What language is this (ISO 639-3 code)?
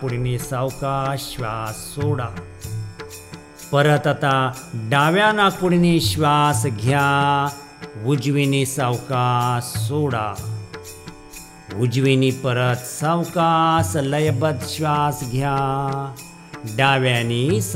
mar